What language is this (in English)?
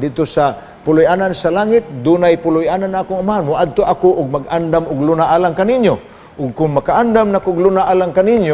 Cebuano